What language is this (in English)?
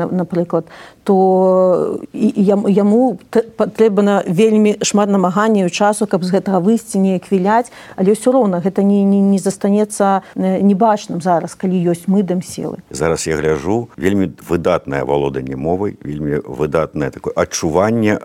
Belarusian